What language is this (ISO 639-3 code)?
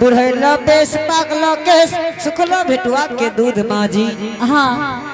anp